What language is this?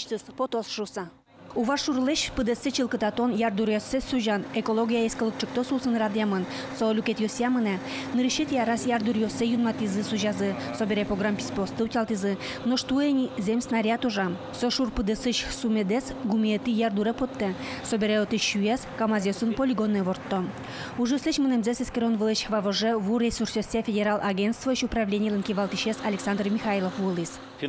Udmurt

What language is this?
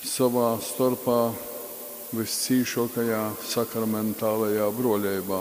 Latgalian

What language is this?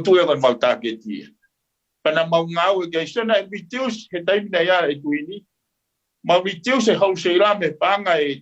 Tongan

